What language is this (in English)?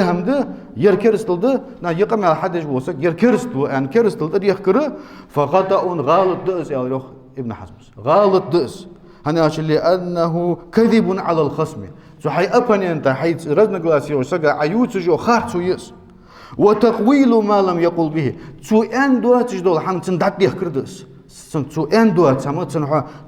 Ingush